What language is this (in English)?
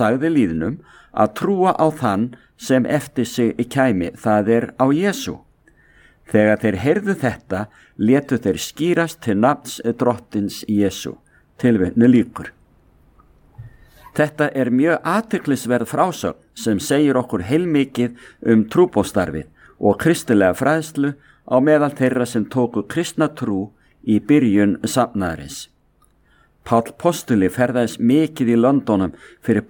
Icelandic